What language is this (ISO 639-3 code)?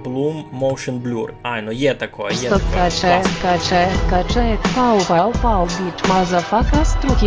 rue